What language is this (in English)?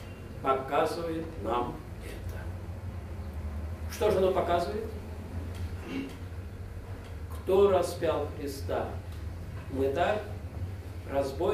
Russian